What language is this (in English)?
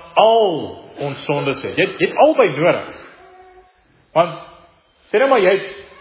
Afrikaans